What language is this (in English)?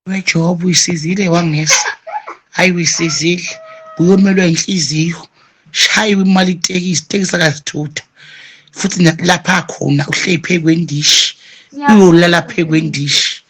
Zulu